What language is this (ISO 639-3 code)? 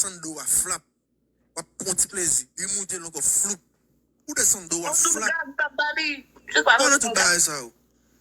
hat